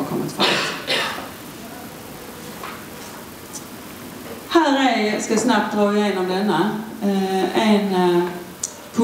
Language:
Swedish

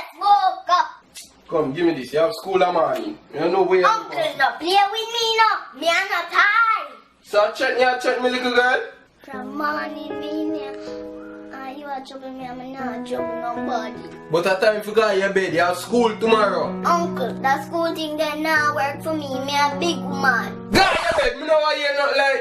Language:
Jamaican Creole English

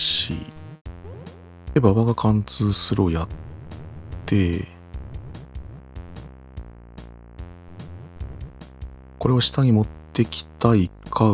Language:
Japanese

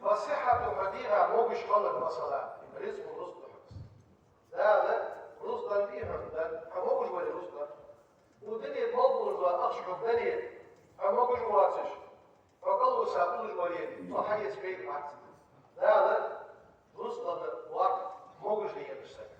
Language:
Ingush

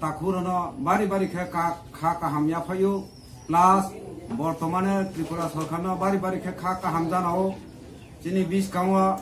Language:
Kok Borok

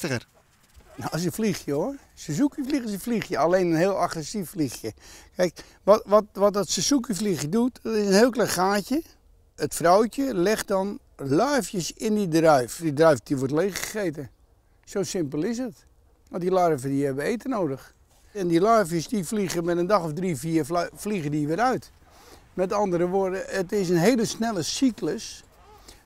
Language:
Western Frisian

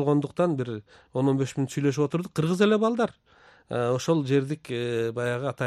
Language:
Kyrgyz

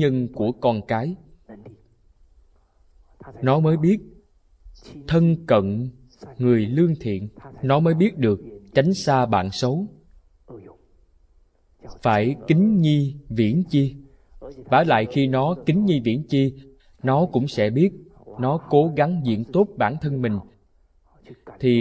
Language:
Vietnamese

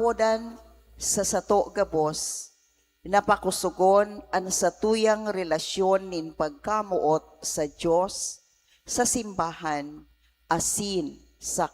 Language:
Bikol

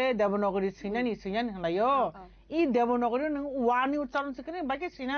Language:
Kok Borok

